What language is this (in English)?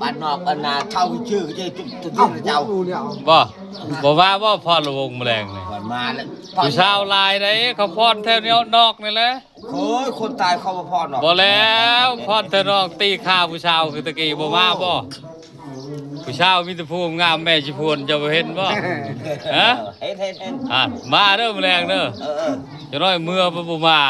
Lao